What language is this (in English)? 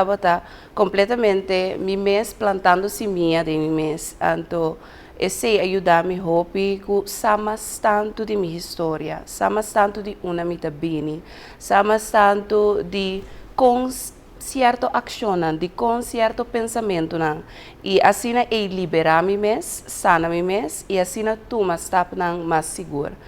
Papiamento